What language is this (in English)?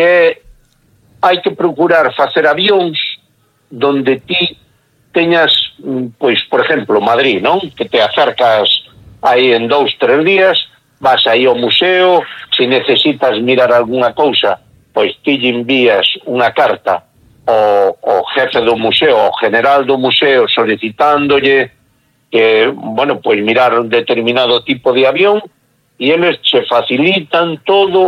Galician